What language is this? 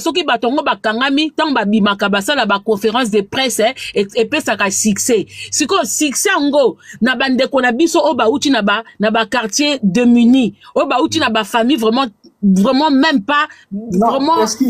Lingala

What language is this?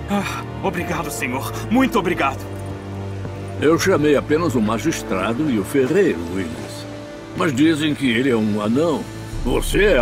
Portuguese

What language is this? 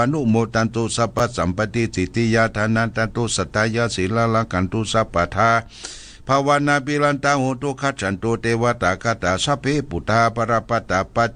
Pali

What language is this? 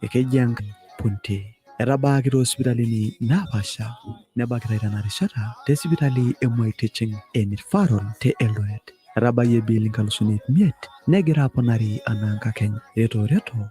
Masai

